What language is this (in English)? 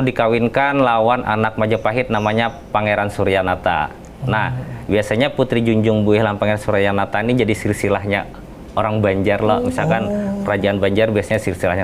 Banjar